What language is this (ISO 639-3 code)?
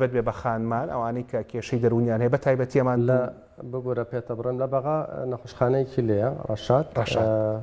ckb